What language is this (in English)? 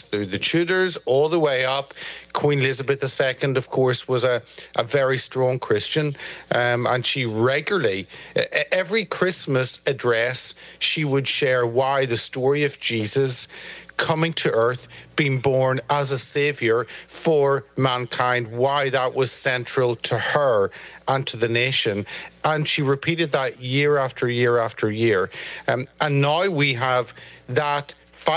English